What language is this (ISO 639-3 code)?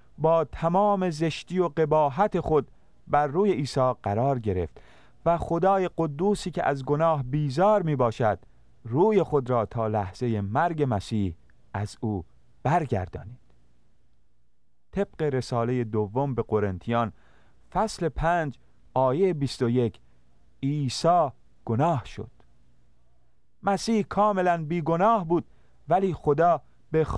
fas